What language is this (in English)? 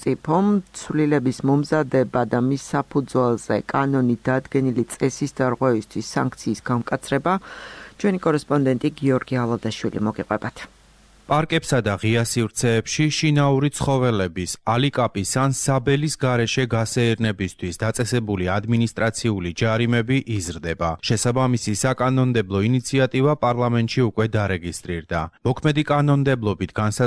Georgian